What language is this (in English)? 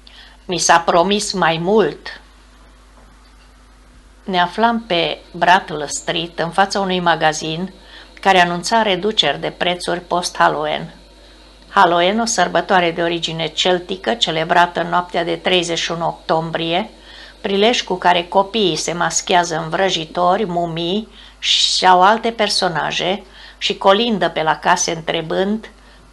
Romanian